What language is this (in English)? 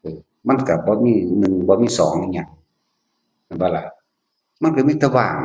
Northeastern Thai